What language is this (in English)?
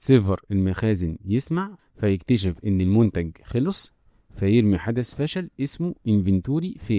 Egyptian Arabic